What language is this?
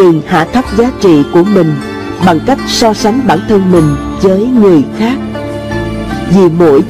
Vietnamese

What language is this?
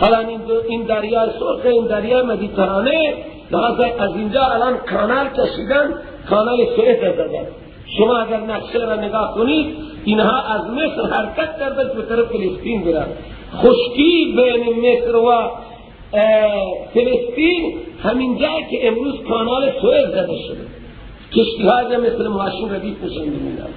Persian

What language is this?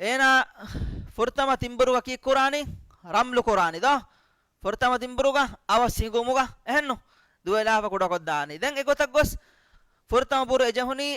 Divehi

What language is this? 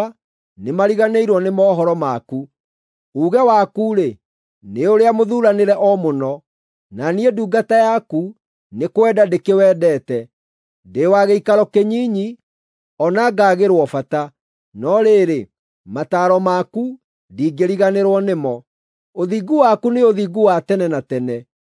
Kikuyu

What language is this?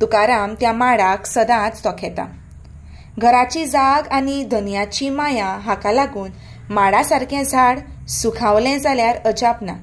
Konkani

